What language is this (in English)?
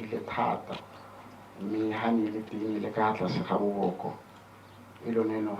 Tswana